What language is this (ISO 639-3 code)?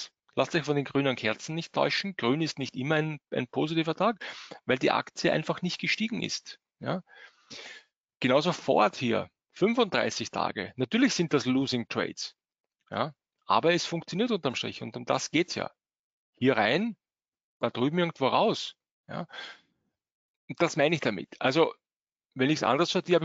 deu